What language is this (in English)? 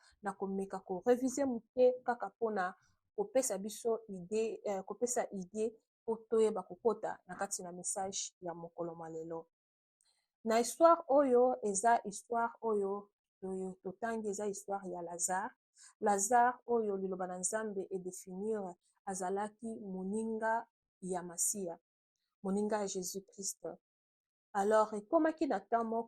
Lingala